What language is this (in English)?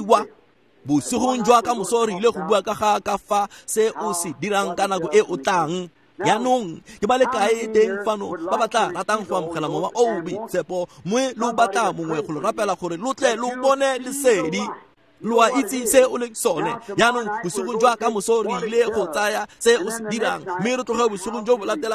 Tswana